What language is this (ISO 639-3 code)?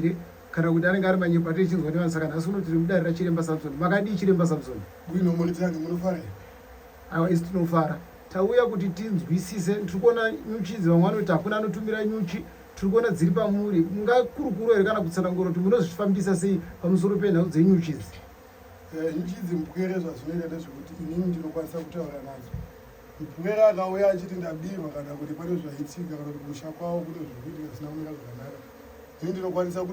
sna